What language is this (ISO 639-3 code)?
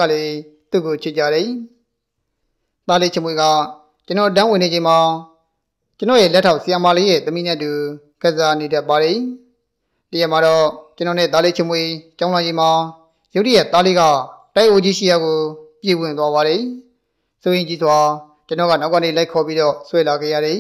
mya